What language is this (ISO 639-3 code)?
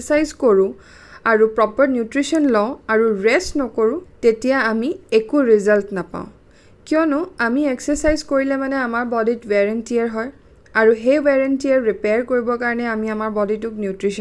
asm